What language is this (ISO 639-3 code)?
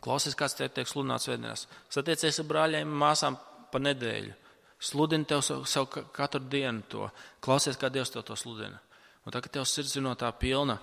lav